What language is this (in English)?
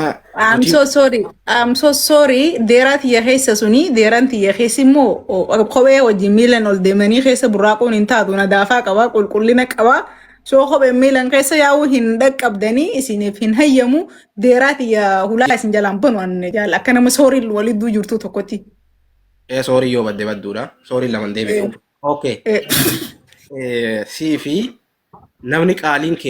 Oromo